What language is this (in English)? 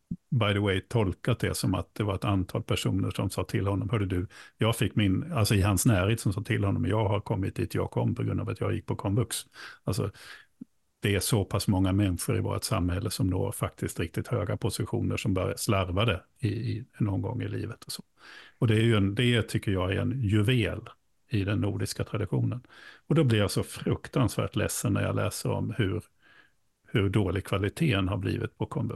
Swedish